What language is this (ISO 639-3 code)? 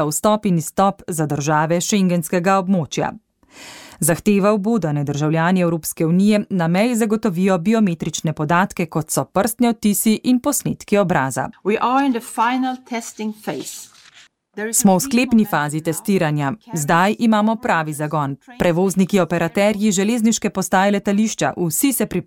slv